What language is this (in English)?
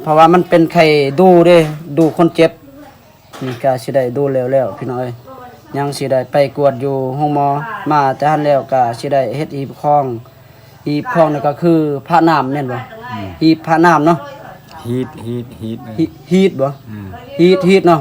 Lao